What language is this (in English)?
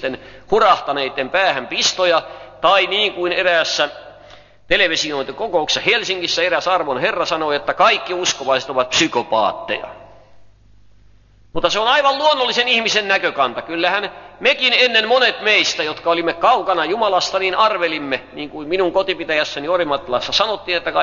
Finnish